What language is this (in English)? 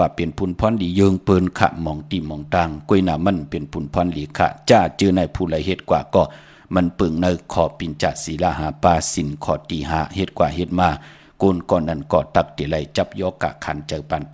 Shan